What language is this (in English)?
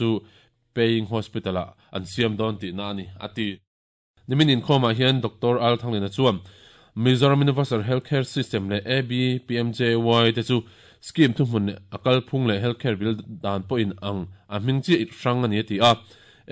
Mizo